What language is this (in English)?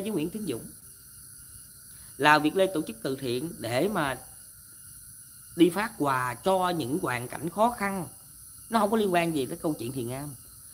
Vietnamese